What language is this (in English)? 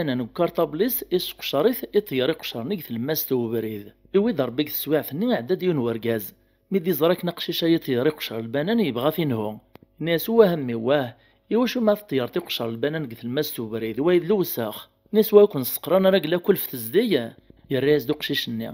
Kabyle